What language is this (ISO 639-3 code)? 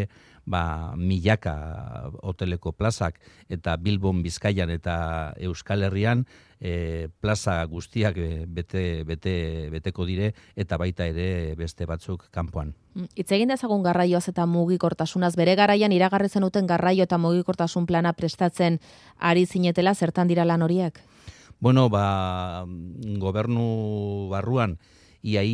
eus